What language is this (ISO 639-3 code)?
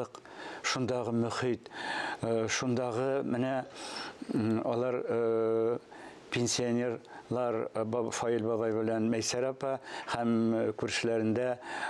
tat